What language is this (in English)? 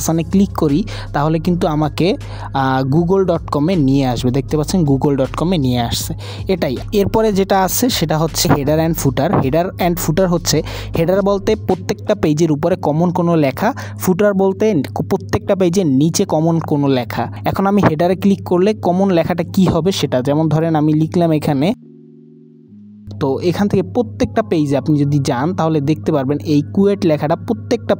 Bangla